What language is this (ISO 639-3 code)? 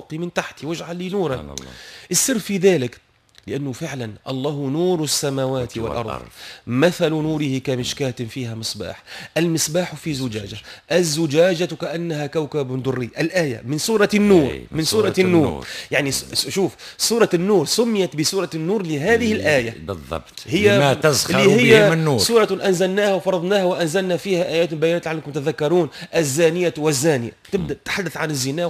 aeb